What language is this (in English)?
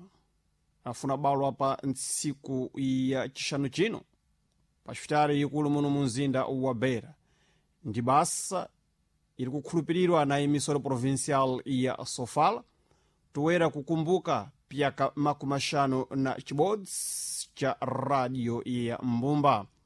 Sena